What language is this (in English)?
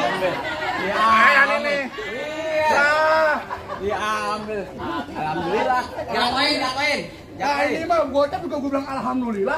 Betawi